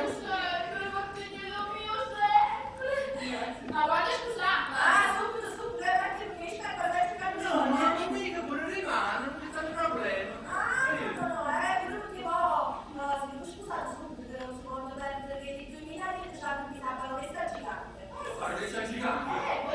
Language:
Neapolitan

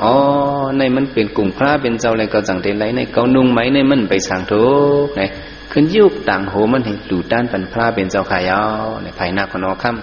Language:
Shan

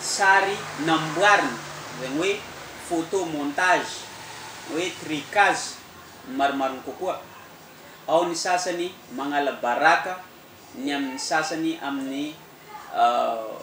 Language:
Malagasy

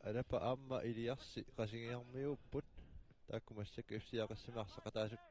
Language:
Kalaallisut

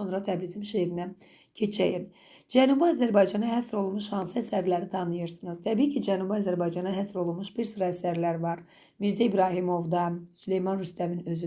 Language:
Azerbaijani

